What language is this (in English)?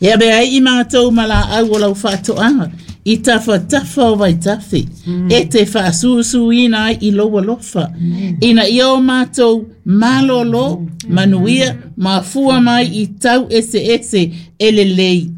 Samoan